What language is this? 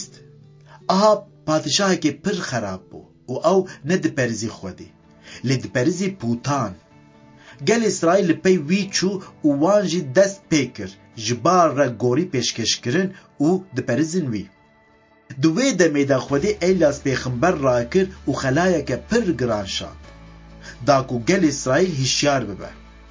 Kurdish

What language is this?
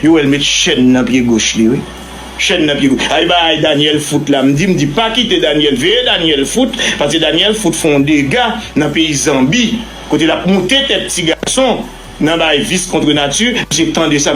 Haitian Creole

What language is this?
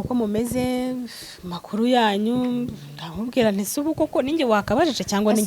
Kinyarwanda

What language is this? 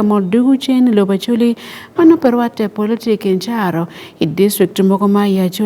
Acoli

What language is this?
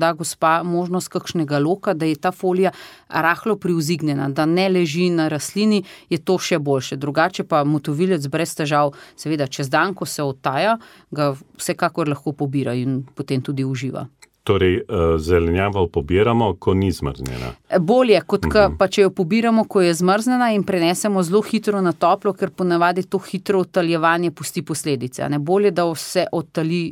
Slovenian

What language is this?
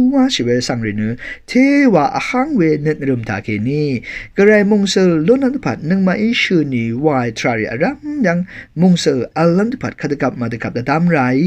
Rawang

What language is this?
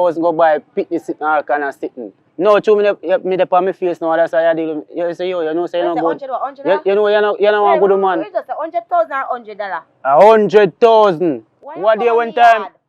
Jamaican Creole English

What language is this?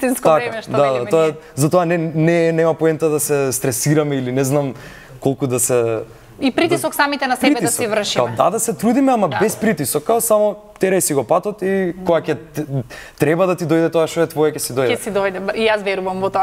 Macedonian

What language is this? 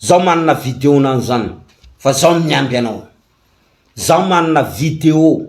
Malagasy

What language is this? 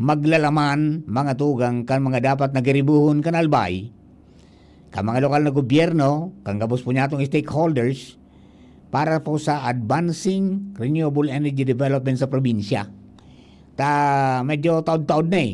Bikol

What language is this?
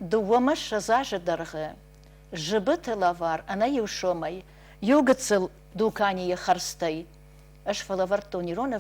Ossetic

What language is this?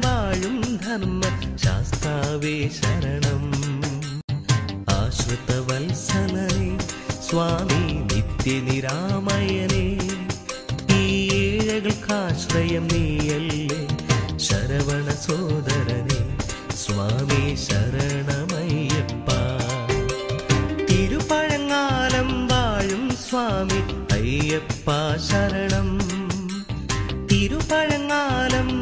Malayalam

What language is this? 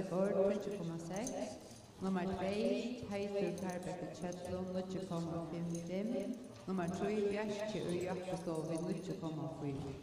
Faroese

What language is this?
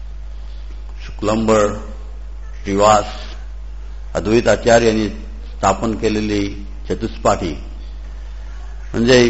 Marathi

